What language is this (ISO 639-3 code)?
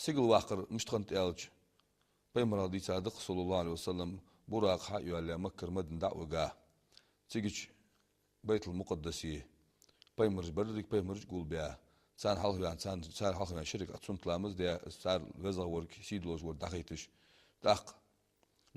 inh